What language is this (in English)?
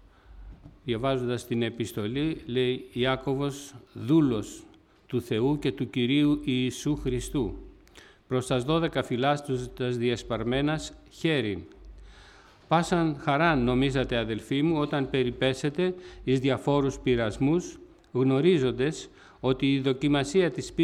Greek